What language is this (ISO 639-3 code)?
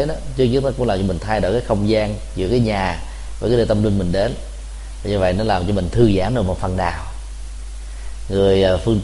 vie